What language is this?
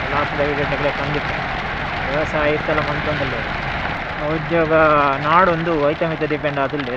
Tulu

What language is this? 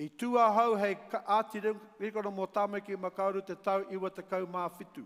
Māori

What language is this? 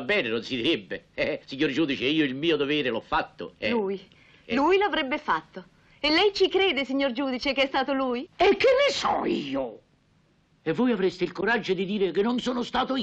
Italian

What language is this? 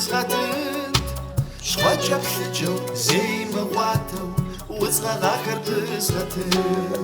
Kabardian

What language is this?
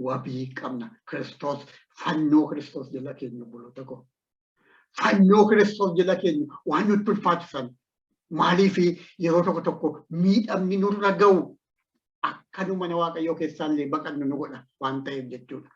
Oromo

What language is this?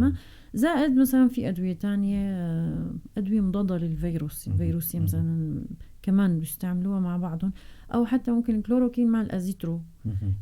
North Levantine Arabic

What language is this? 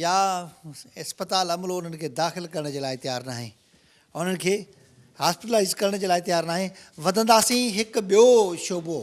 Sindhi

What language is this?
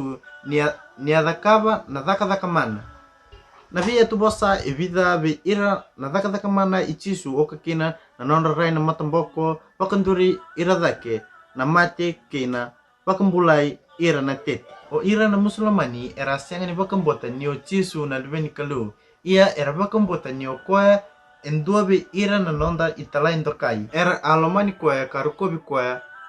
Fijian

